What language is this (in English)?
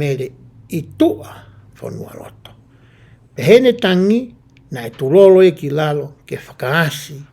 Tongan